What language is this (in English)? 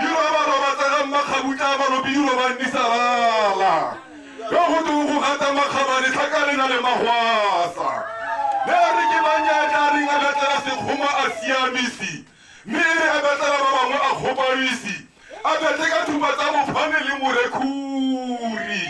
Tswana